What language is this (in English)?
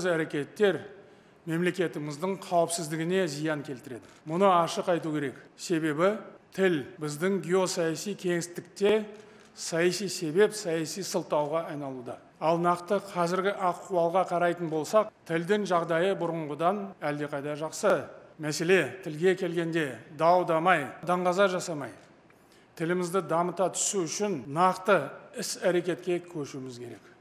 Kazakh